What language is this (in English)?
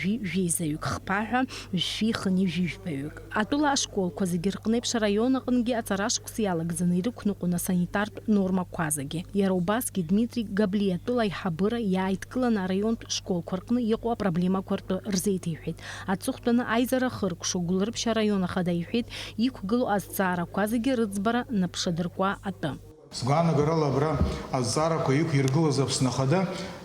Abkhazian